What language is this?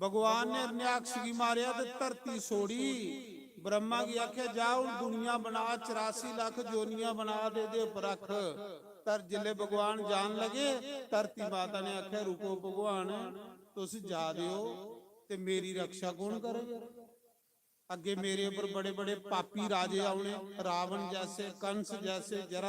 Dogri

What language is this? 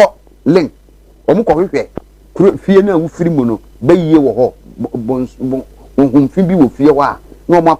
Akan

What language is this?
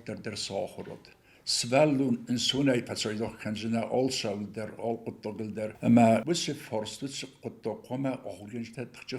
Ossetic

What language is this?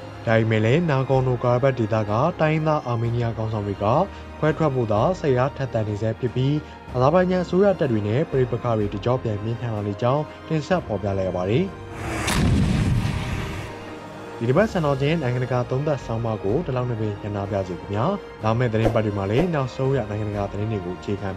Burmese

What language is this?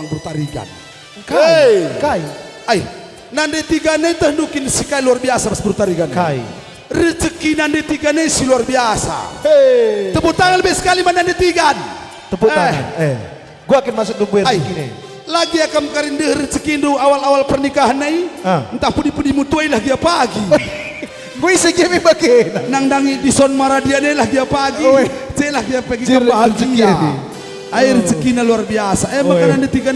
Batak Karo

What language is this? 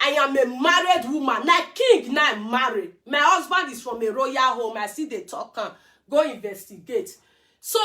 Nigerian Pidgin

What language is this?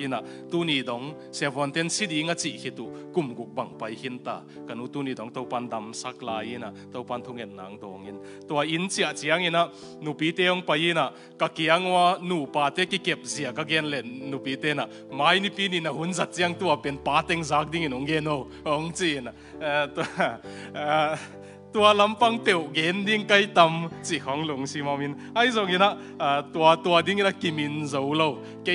Tedim Chin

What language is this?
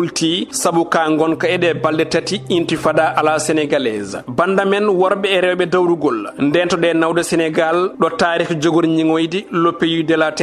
Fula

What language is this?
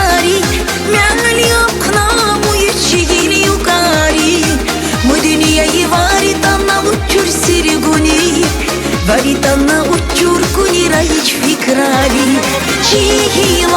Tabassaran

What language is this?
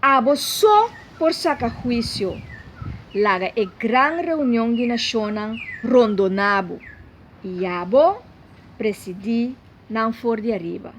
Papiamento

